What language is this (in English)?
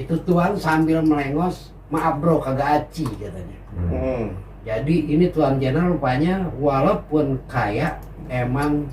Betawi